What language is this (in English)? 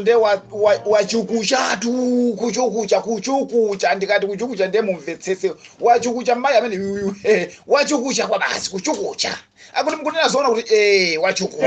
Nyanja